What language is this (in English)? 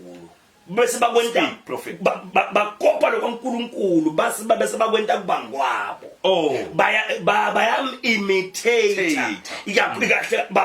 Zulu